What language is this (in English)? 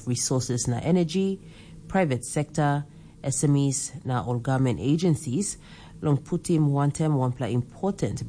Tok Pisin